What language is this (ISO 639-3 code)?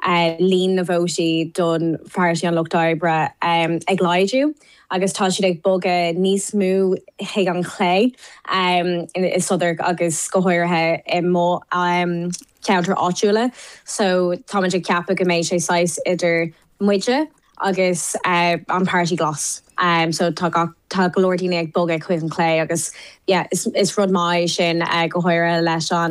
gle